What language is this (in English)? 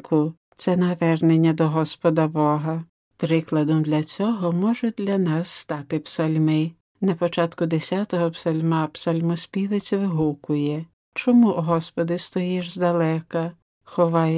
Ukrainian